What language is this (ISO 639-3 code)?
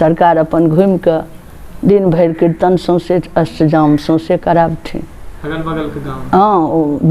mai